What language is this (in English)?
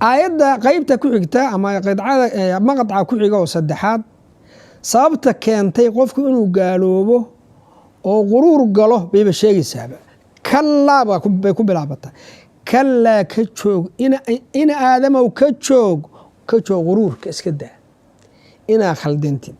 Somali